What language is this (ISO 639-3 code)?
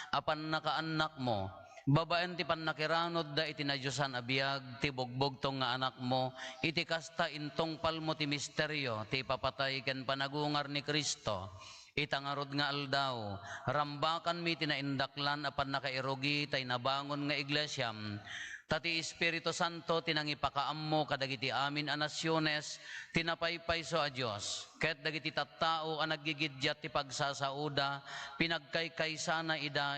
ilo